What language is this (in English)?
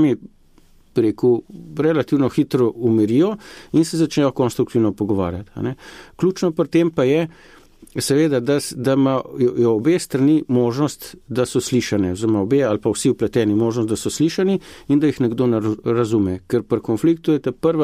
Slovenian